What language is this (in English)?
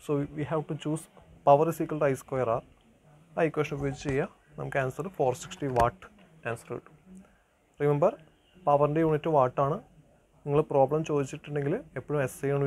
Malayalam